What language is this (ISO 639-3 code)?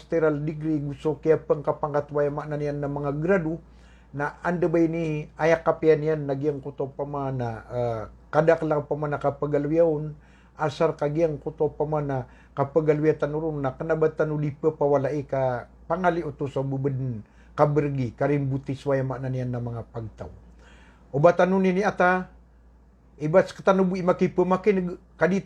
mrw